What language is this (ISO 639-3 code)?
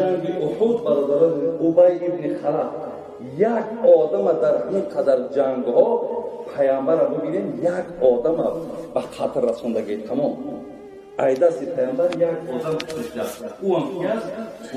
tgk